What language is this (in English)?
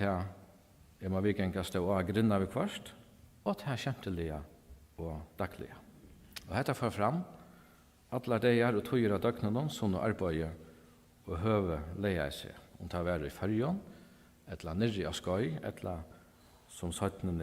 Faroese